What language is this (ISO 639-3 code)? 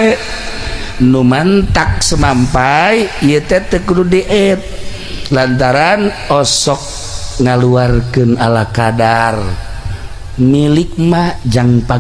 sun